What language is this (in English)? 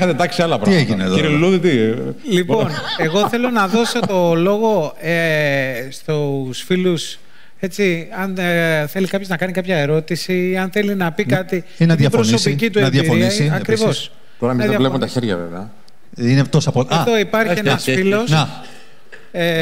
Greek